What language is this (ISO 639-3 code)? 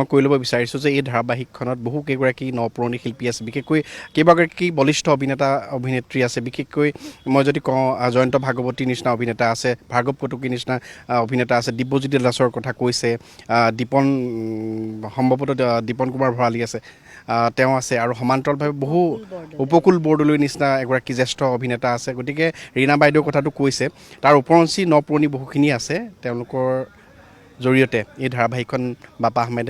asm